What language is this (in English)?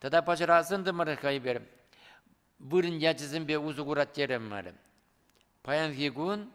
Chuvash